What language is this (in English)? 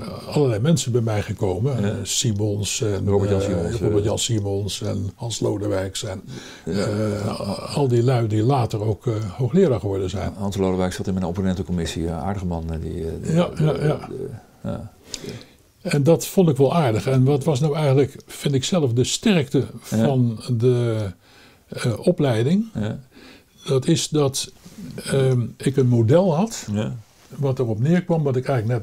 Dutch